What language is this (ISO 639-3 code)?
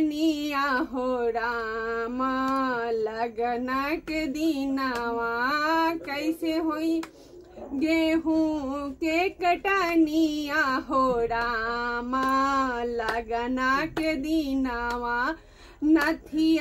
bho